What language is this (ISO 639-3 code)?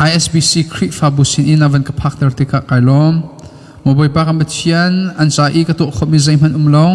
cnh